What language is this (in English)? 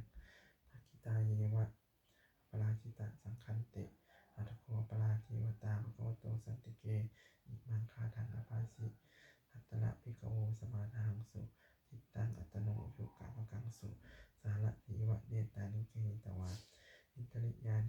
Pali